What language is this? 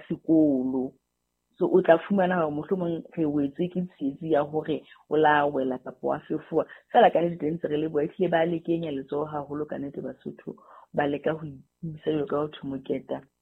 Southern Sotho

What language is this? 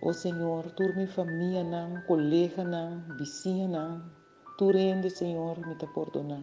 Papiamento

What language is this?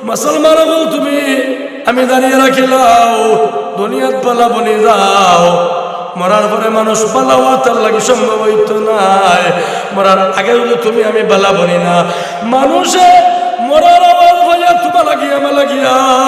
Sylheti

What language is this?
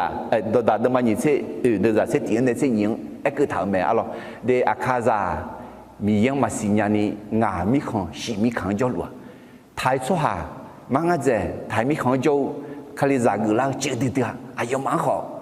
Akha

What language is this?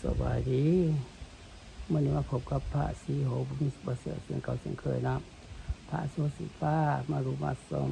Lao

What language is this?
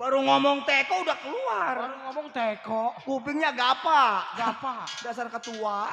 Betawi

